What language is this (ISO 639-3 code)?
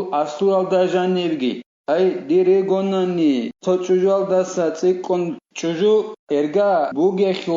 ava